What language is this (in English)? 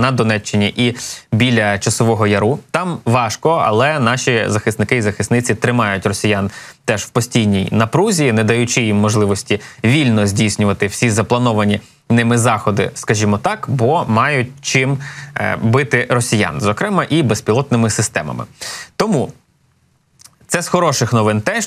Ukrainian